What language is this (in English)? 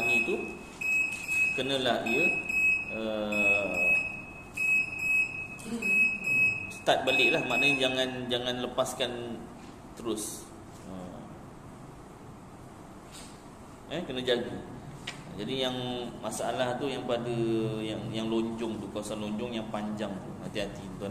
Malay